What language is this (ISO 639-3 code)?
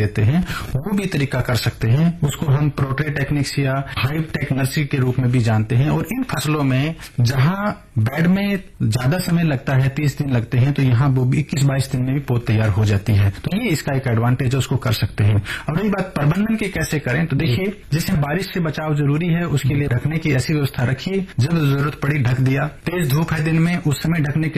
hin